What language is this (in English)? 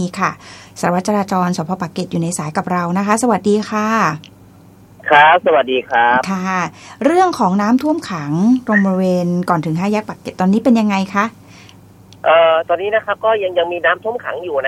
Thai